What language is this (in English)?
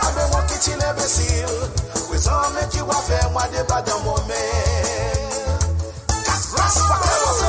Morisyen